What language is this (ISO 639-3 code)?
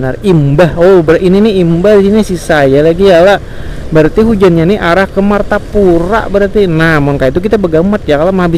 bjn